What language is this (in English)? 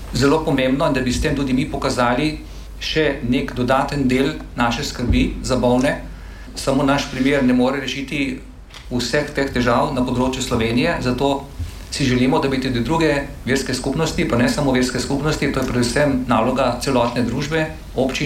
Slovenian